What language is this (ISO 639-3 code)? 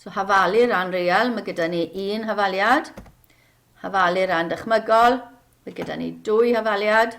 cym